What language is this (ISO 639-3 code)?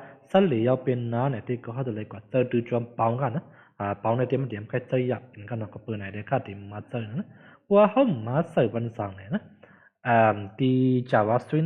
shn